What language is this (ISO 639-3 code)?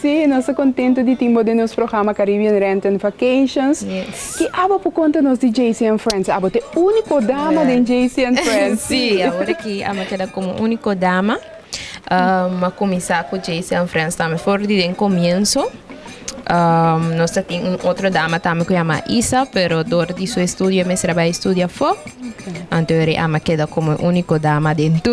pap